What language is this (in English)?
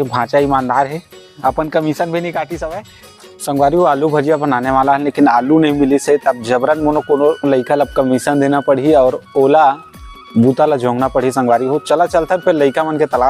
Chhattisgarhi